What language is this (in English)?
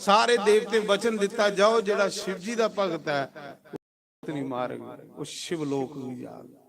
Dogri